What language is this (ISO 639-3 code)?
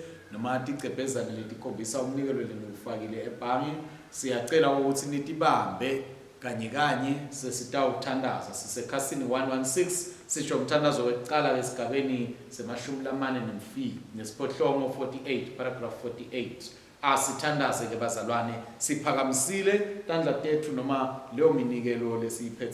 ssw